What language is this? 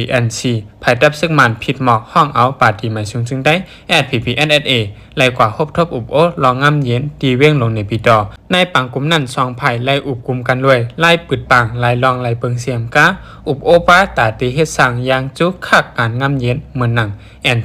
Shan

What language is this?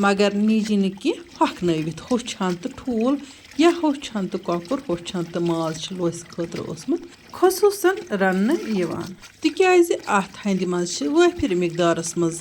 Kashmiri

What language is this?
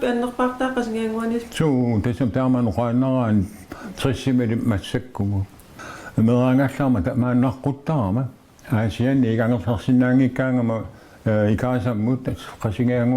Kalaallisut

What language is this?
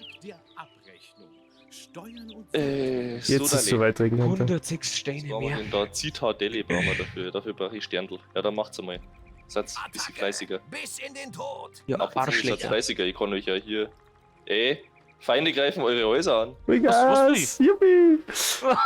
Bavarian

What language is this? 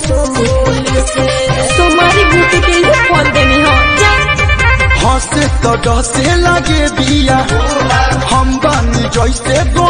Bhojpuri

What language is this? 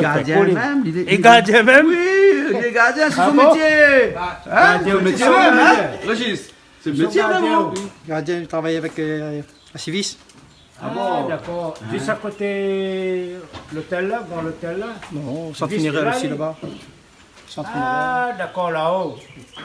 Réunion Creole French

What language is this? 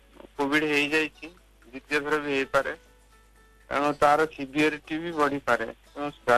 Odia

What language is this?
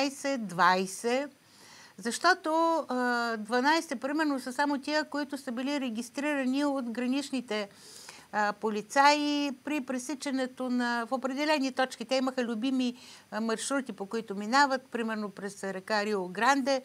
Bulgarian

